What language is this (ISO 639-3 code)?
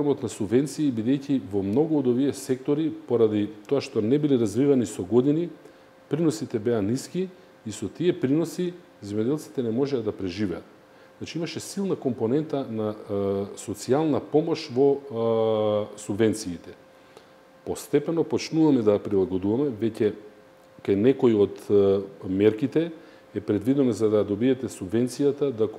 mkd